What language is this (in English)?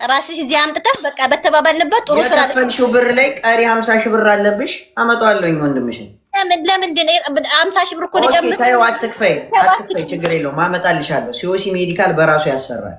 Amharic